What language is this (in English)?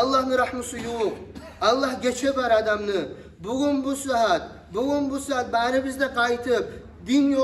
Kumyk